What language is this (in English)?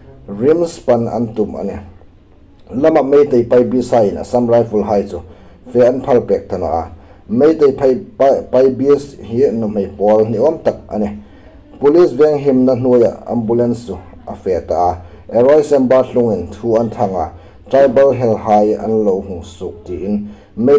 Hmar